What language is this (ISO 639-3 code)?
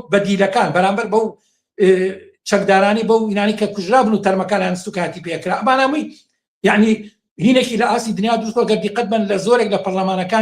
ckb